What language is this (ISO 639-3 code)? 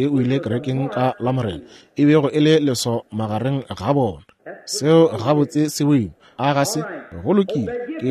nso